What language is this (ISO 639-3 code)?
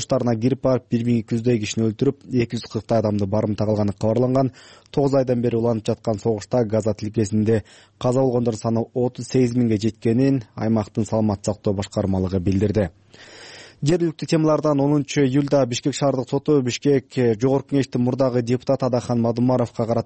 kir